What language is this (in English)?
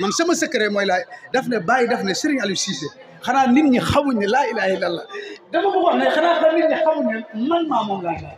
Wolof